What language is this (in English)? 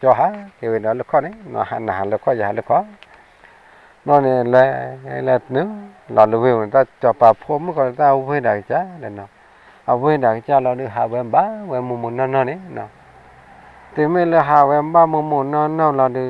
S'gaw Karen